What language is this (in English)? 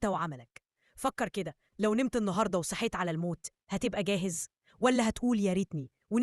Egyptian Arabic